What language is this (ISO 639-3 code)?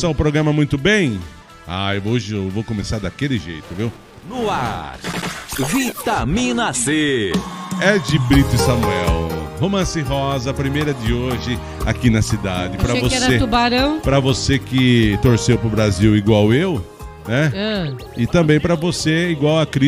por